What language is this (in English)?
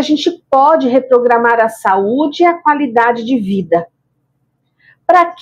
Portuguese